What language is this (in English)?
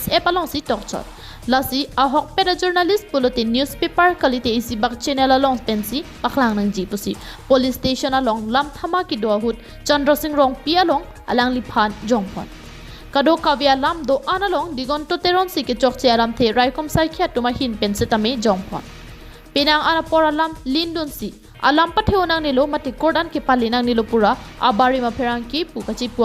Karbi